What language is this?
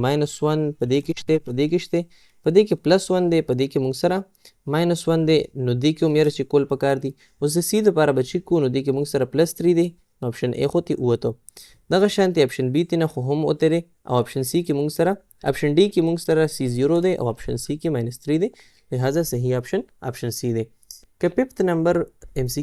Pashto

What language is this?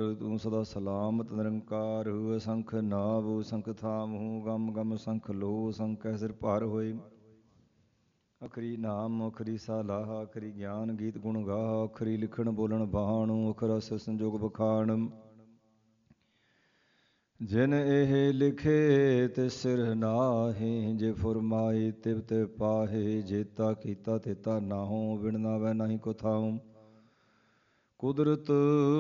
Punjabi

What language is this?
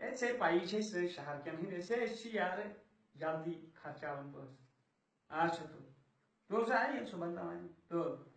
Kashmiri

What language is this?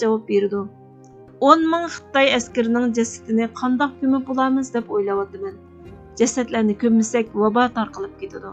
Uyghur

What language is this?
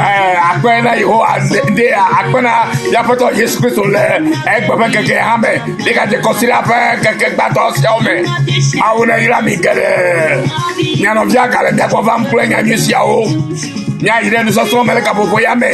Ewe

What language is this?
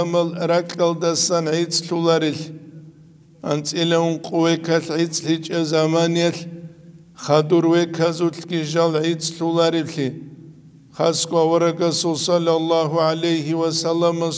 Avaric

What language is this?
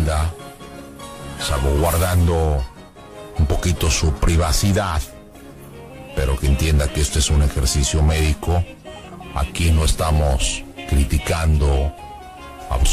Spanish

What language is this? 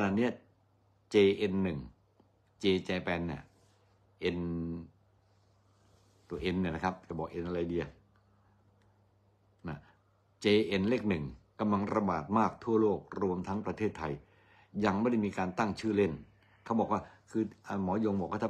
Thai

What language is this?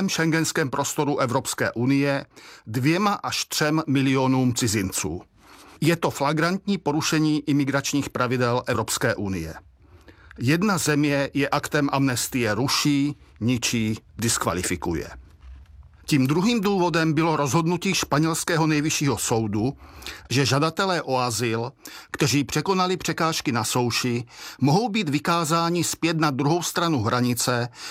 Czech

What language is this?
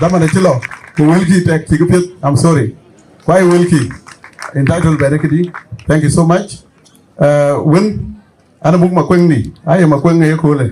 Dinka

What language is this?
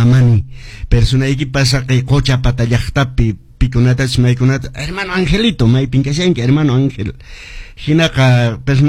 Quechua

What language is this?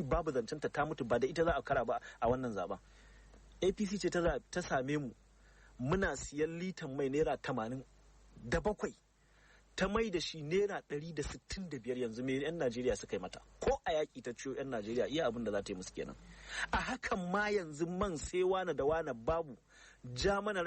Hausa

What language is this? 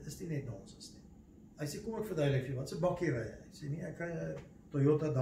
Afrikaans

